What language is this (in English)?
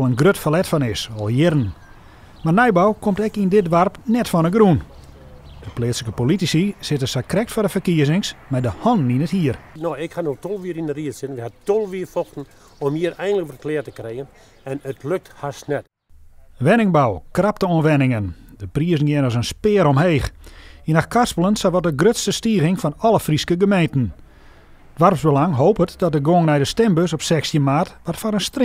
Western Frisian